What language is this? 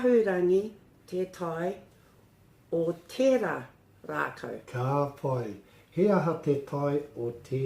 Māori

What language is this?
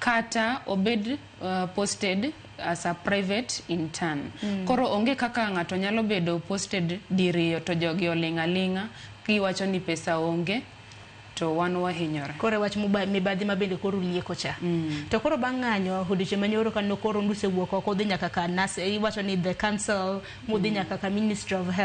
Luo (Kenya and Tanzania)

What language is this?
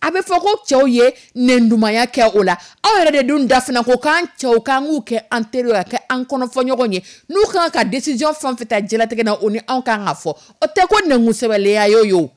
Dyula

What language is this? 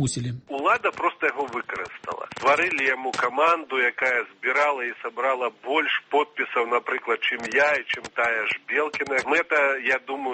Belarusian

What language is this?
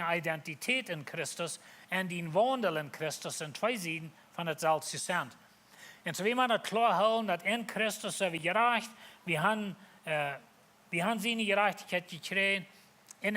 Plautdietsch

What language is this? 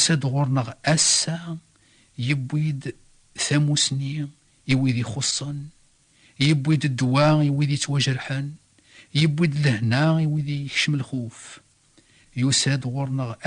Kabyle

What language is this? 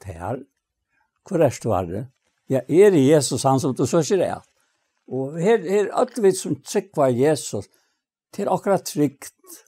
Faroese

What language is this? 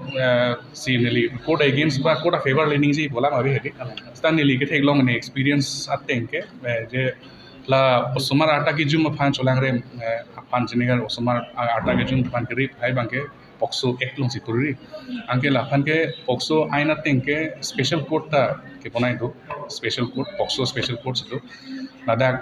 Karbi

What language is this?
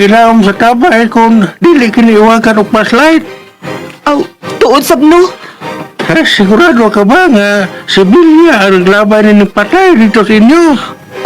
Cebuano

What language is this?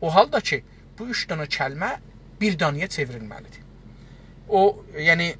South Azerbaijani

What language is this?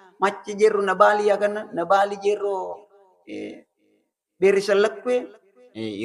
Buginese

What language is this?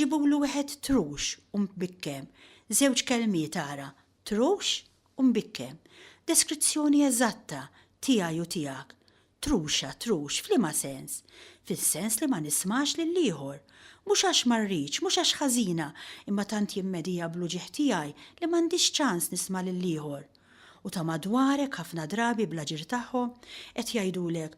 Maltese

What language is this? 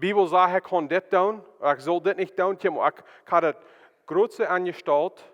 Plautdietsch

